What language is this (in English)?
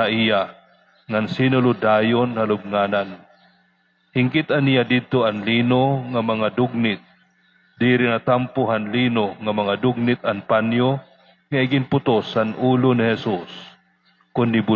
Waray